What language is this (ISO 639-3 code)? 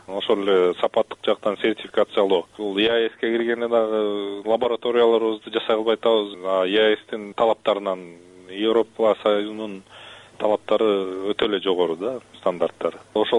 kir